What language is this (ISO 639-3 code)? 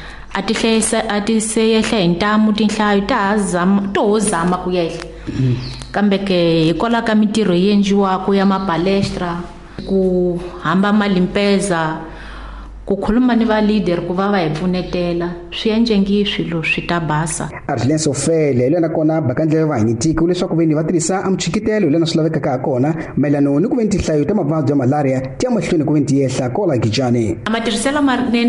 tso